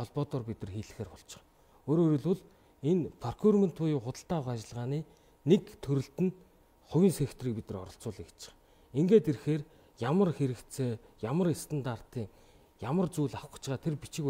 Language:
Mongolian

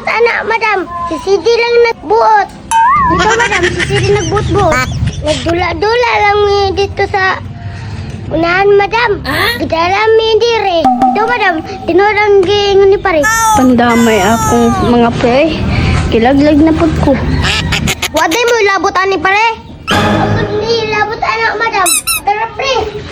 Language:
Cebuano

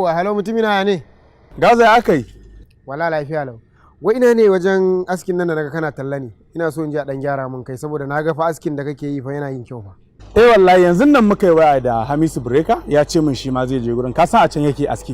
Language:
Hausa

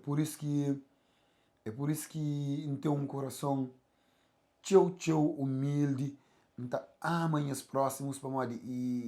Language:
Kabuverdianu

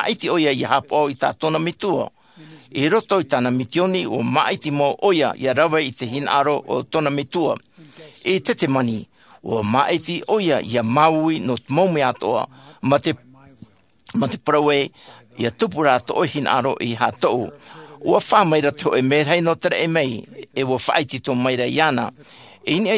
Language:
Tahitian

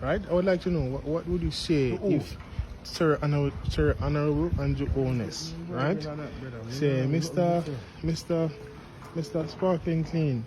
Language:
Jamaican Creole English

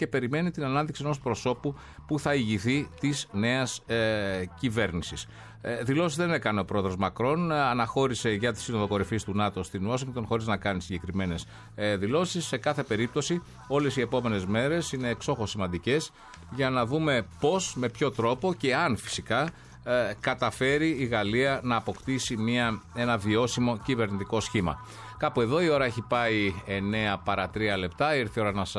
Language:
Greek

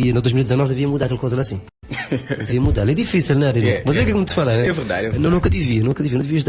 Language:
Kabuverdianu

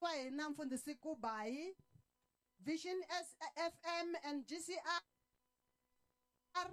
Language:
Tsonga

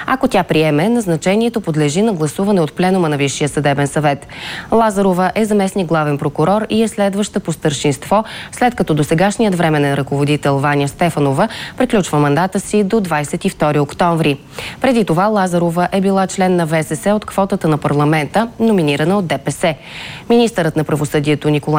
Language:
Bulgarian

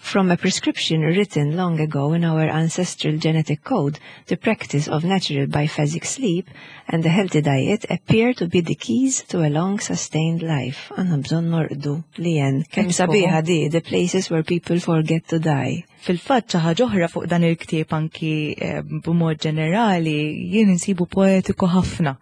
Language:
Maltese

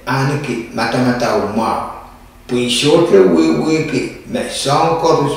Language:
Pohnpeian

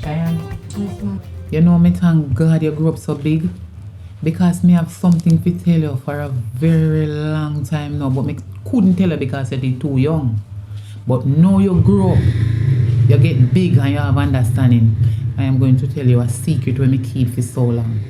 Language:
Jamaican Creole English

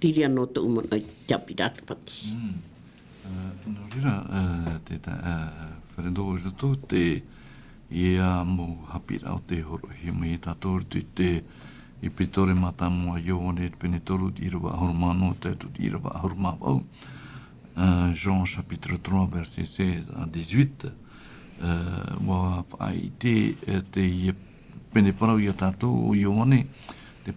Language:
Tahitian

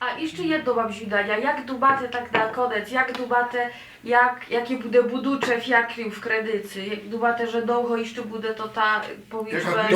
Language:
Rusyn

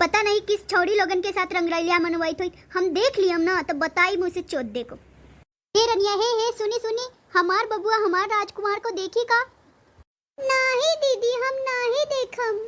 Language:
Bhojpuri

